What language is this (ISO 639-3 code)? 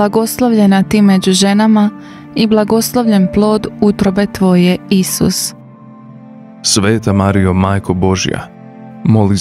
hrv